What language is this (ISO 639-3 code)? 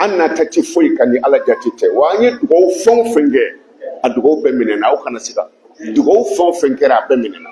bam